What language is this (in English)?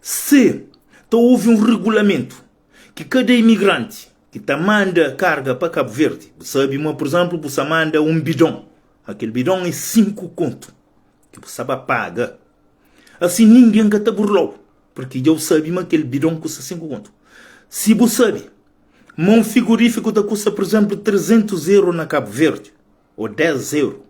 Kabuverdianu